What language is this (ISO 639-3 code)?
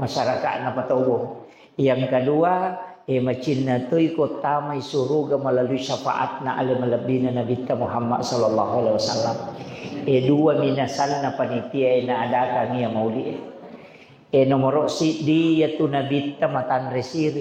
bug